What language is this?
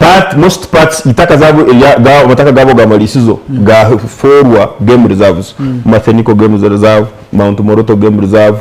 Nyankole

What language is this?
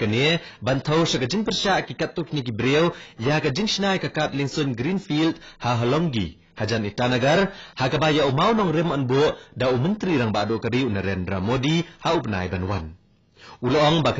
Khasi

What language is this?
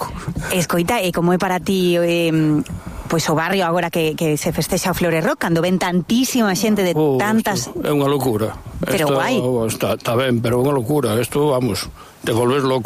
Galician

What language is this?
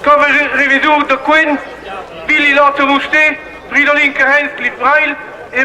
Romansh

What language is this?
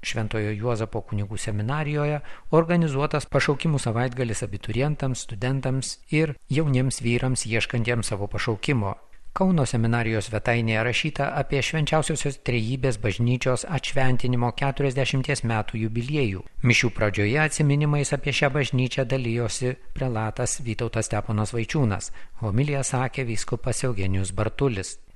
Lithuanian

